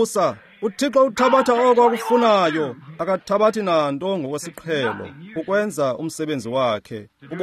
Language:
Xhosa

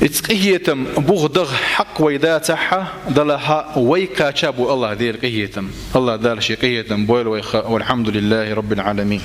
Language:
Chechen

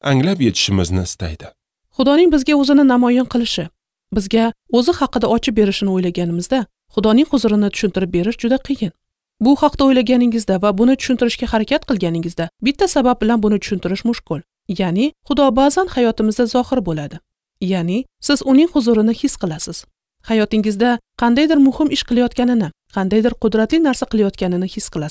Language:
Uzbek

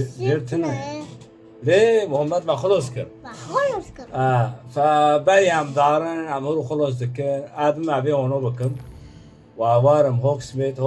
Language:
Kurdish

